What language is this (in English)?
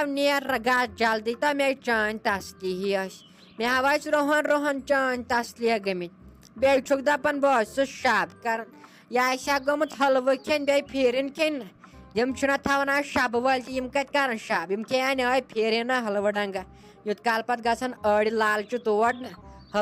Kashmiri